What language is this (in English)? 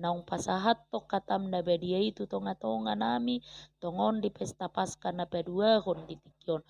Batak Toba